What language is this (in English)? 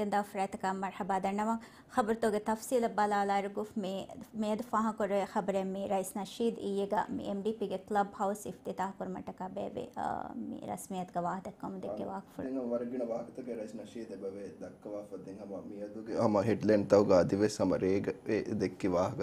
Divehi